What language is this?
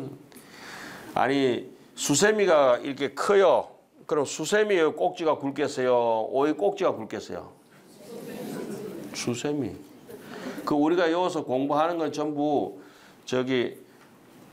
Korean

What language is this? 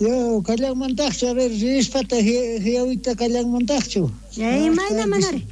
South Bolivian Quechua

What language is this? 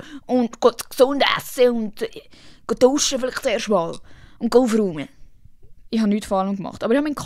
Swiss German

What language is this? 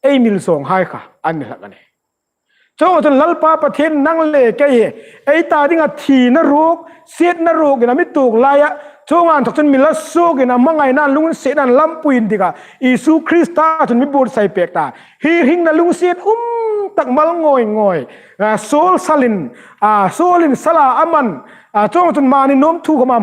Hmar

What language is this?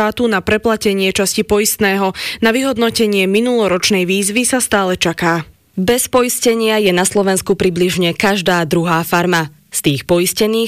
Slovak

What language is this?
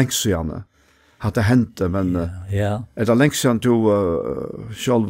Faroese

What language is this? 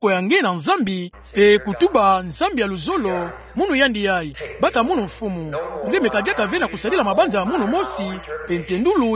Kituba (Democratic Republic of Congo)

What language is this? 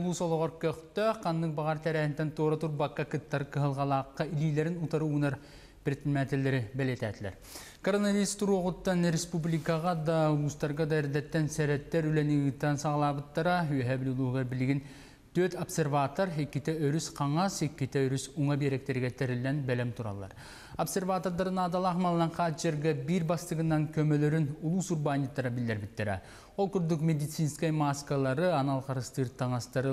Yakut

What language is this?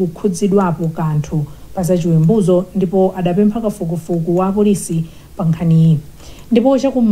Nyanja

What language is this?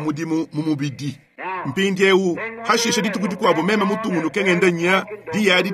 Luba-Lulua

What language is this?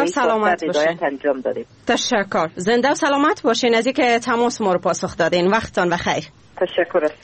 Persian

